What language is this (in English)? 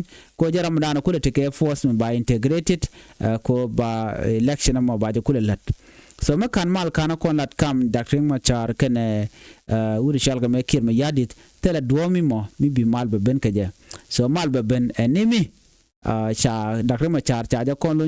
Nuer